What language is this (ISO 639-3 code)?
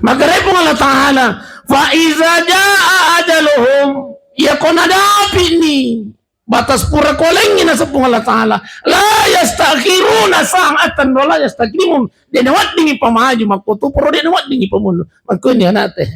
bug